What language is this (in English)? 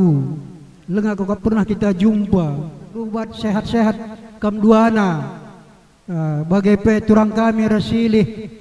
Batak Karo